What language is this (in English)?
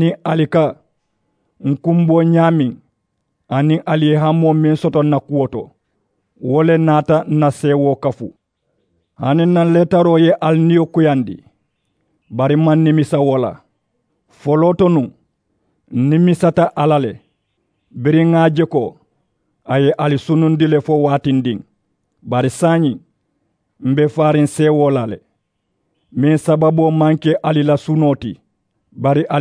Mandingo